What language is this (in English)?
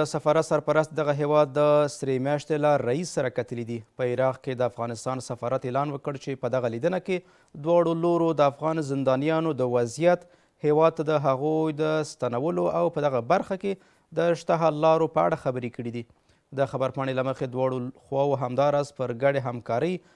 Pashto